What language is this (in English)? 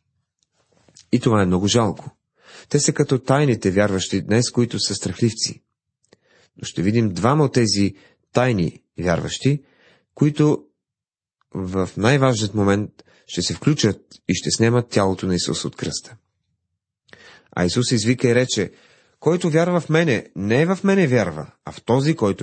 Bulgarian